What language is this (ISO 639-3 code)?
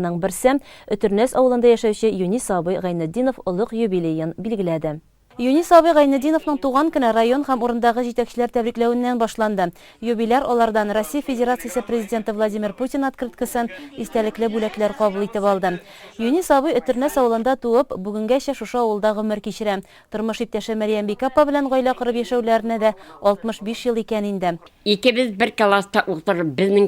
tat